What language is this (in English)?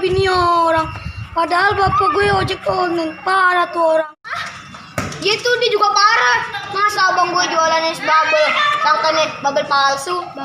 Betawi